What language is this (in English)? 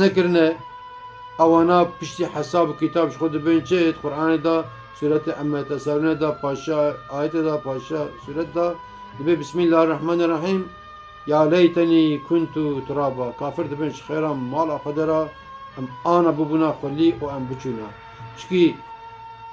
Kurdish